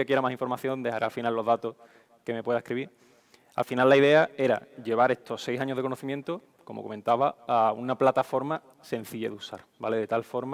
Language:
Spanish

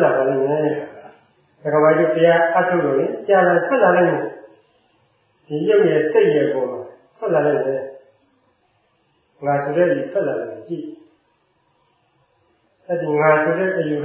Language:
Burmese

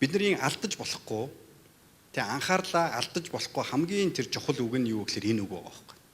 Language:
Mongolian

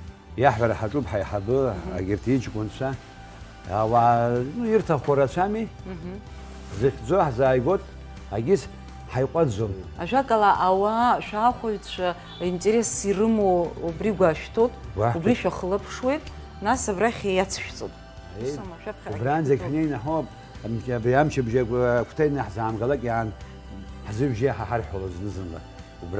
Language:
Abkhazian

